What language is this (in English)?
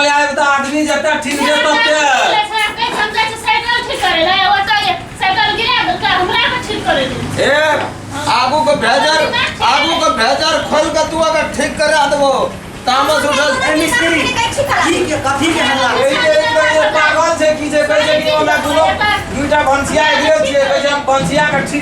Maithili